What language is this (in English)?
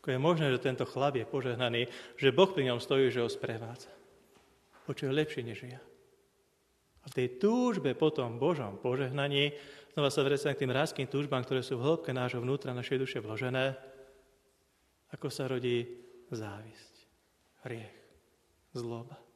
Slovak